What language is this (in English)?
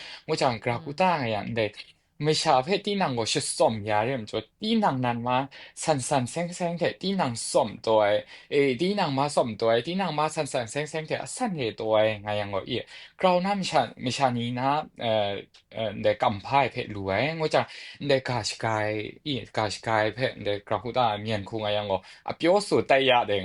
Kachin